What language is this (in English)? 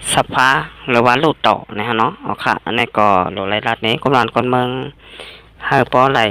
Shan